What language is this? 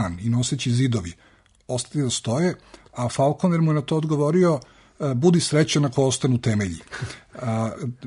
Serbian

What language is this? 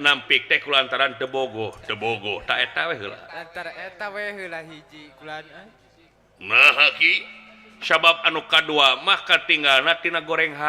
Sundanese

